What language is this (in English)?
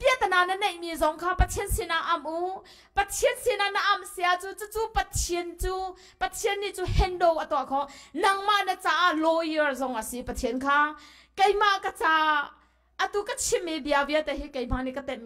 Hakha Chin